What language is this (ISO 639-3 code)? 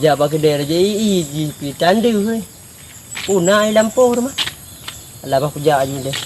ace